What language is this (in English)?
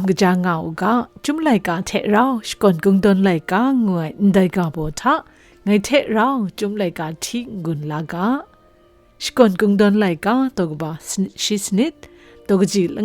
Kachin